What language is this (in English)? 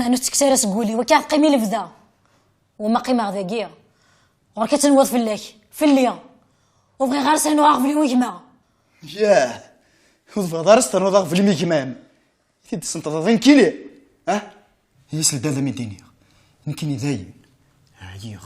Kabyle